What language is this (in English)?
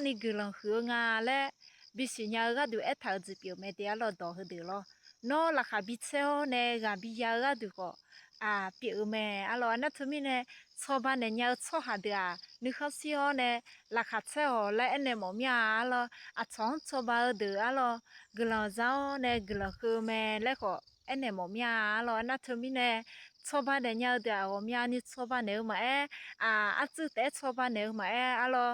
Akha